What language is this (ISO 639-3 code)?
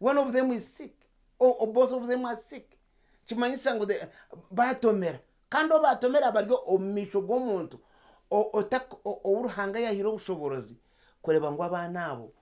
nyn